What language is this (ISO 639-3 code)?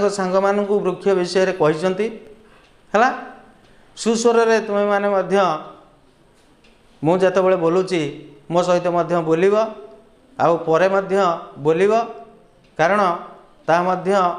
ori